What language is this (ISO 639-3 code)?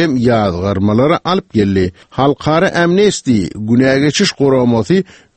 tuk